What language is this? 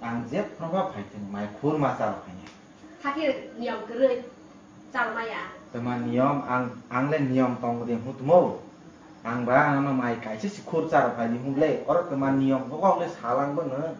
Kok Borok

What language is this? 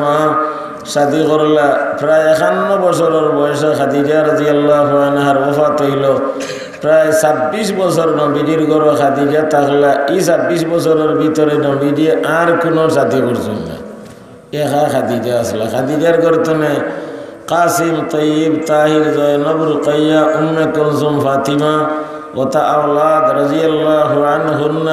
Sylheti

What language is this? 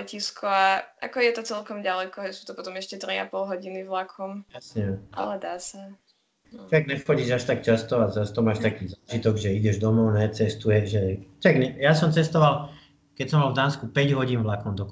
Slovak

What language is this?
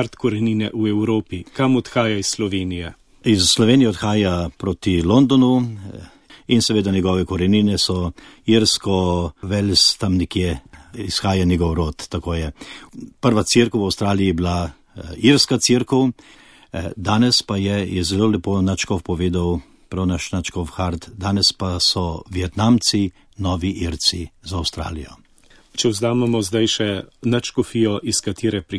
Slovenian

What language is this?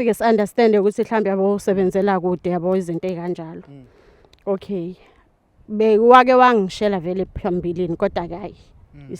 Zulu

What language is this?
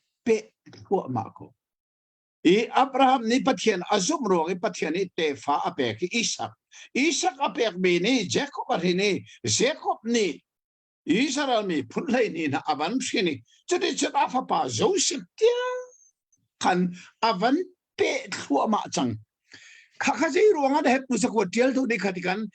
Hakha Chin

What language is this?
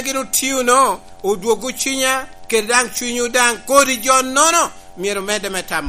Lango (Uganda)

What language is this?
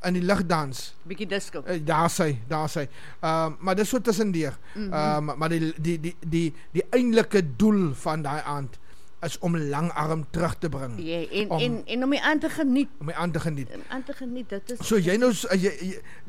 Afrikaans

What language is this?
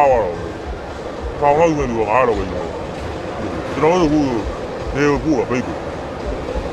Burmese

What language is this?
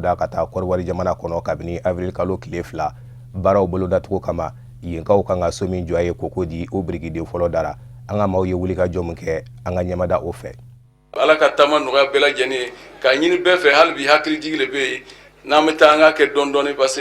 Bambara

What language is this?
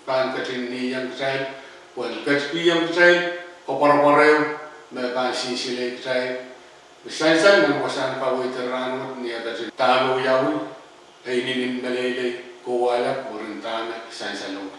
Pohnpeian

